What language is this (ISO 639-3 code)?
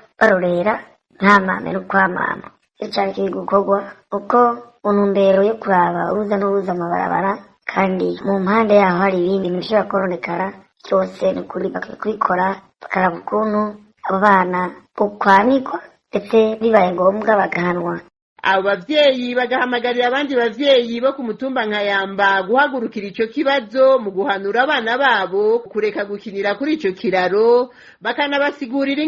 run